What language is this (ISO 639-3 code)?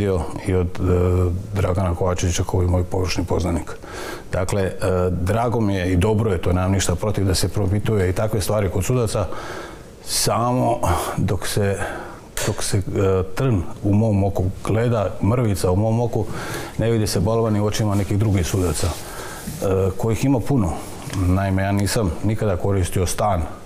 hrv